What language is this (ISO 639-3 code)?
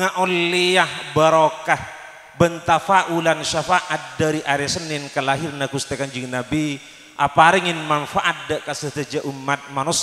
mad